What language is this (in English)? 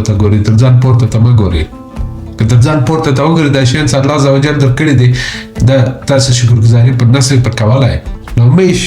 Pashto